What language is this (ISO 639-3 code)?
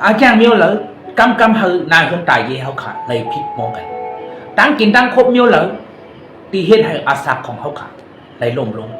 shn